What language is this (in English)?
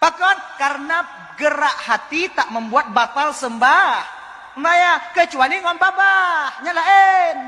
Achinese